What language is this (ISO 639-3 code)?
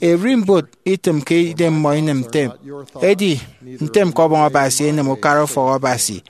efi